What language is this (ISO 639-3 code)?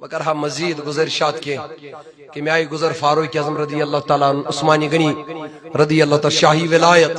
kas